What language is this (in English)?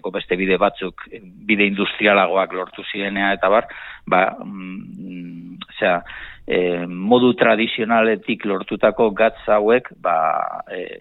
Basque